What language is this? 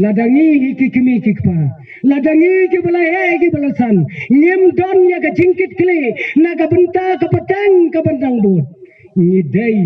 Khasi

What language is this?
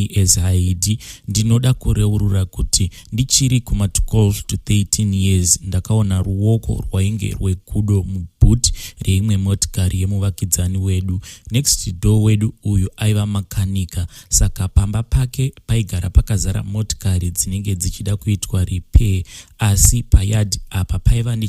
Shona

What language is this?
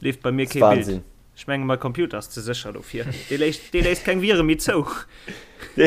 Luxembourgish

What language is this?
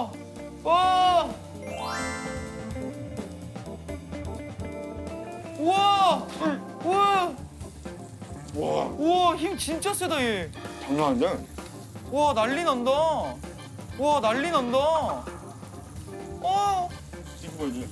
Korean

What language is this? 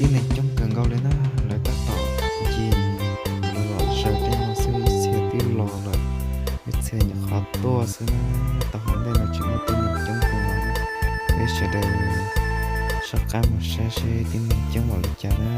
Hmong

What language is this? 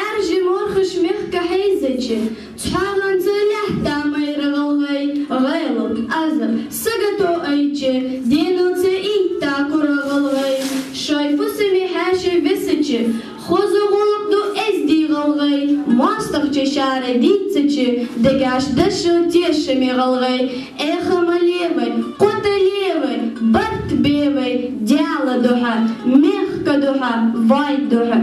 Ingush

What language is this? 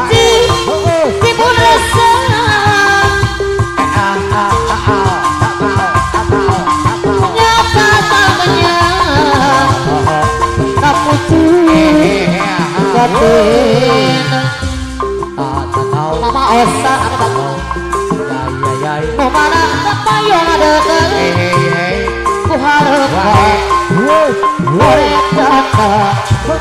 Indonesian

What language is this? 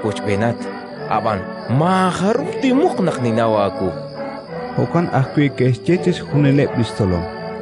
Kekchí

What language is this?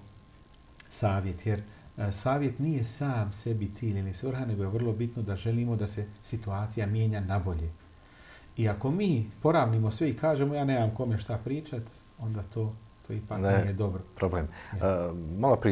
Bosnian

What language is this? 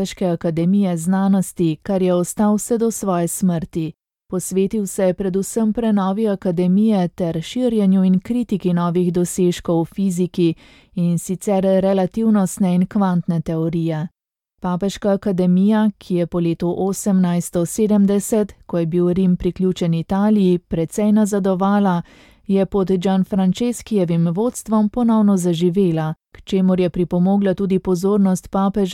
Slovenian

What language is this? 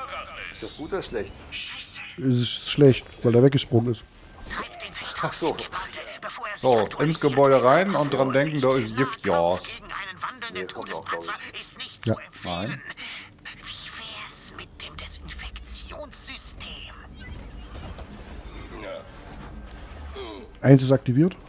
German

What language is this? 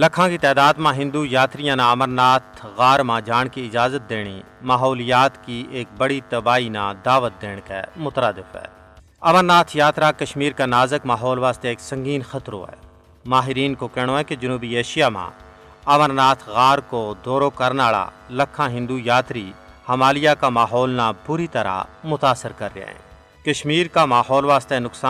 Gujari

